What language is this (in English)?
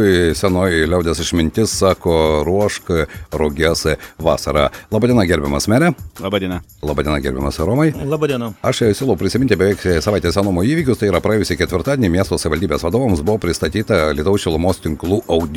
Lithuanian